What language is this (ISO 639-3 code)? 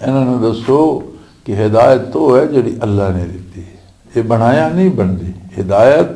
lah